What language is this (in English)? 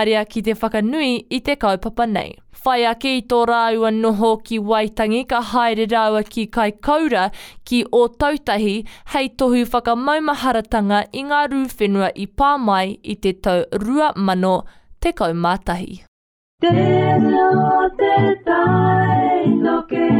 Māori